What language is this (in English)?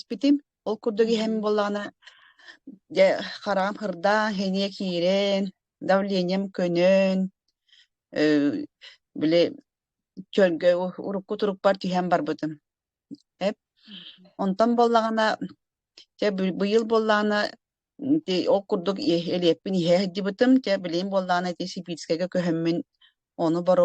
Yakut